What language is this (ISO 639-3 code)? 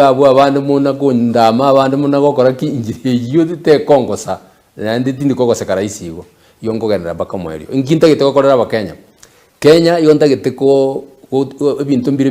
guz